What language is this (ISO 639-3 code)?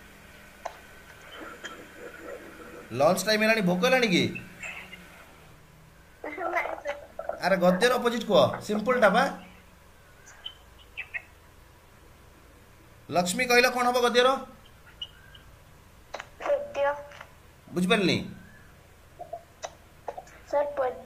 ori